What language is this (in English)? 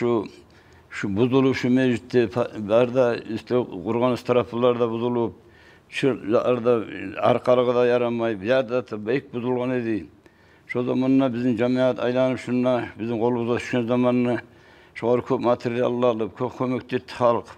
Kumyk